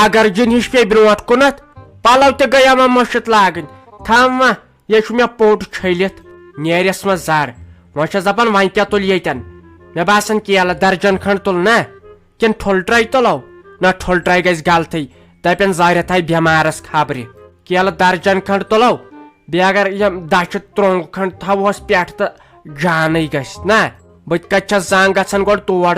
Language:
Kashmiri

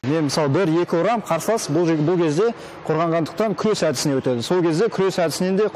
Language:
Kazakh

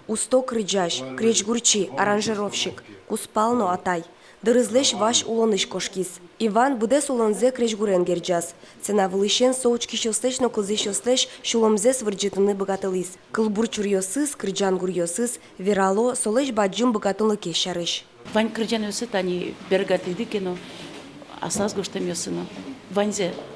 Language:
Udmurt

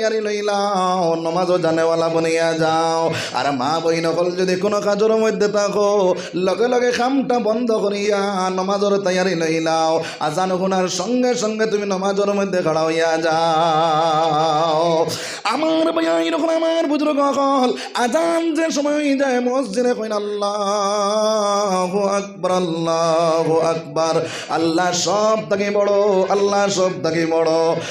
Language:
Sylheti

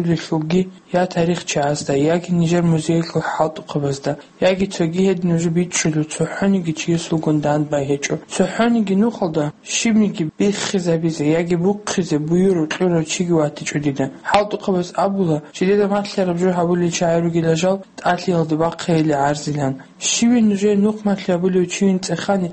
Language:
Avaric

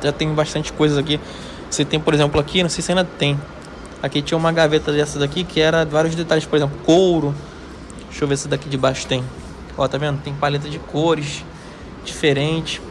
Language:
Portuguese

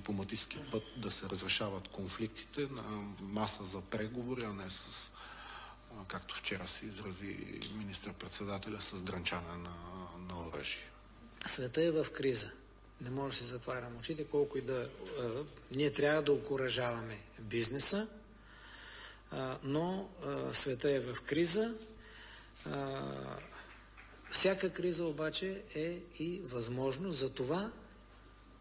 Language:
Bulgarian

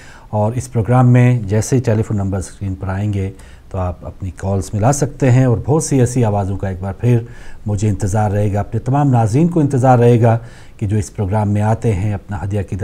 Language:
Urdu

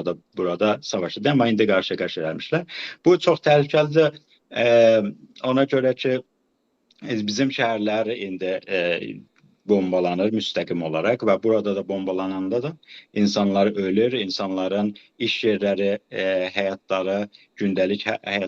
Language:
South Azerbaijani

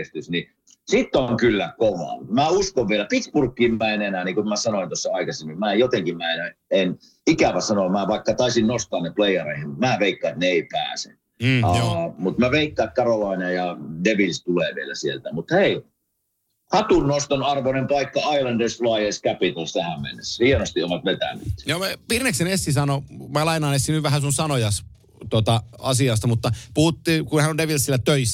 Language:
Finnish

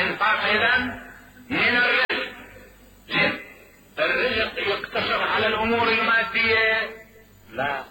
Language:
Mesopotamian Arabic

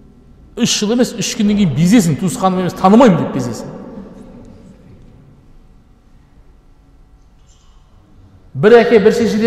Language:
Kazakh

